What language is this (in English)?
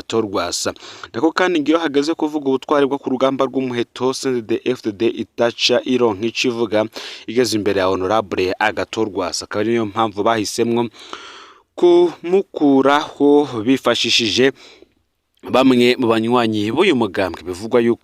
Rundi